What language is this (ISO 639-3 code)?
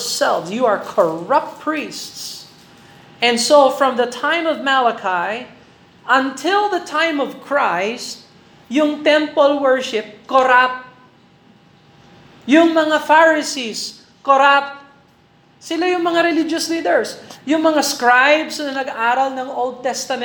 fil